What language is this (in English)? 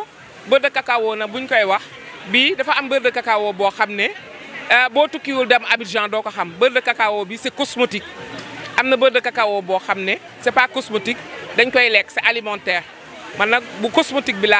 Wolof